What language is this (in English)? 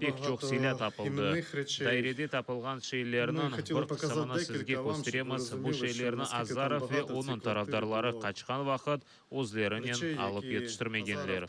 Crimean Tatar